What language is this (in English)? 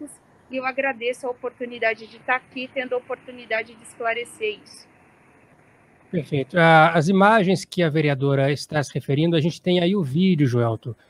Portuguese